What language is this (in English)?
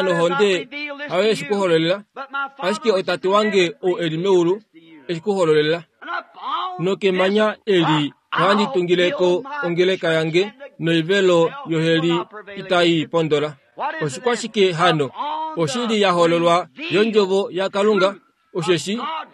Kuanyama